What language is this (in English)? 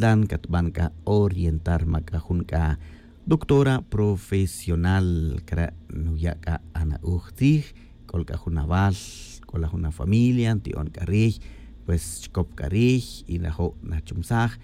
Tz'utujil